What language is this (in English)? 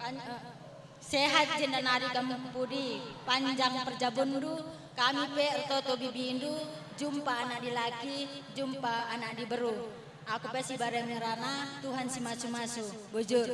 Batak Karo